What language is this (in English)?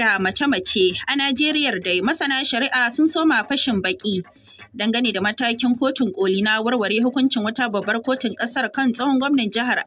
Hausa